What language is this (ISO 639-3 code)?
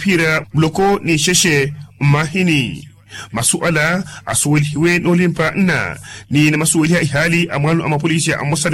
vmw